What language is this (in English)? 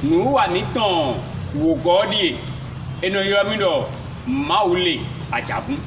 Fon